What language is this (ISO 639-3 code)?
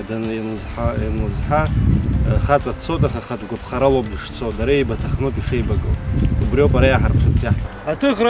abk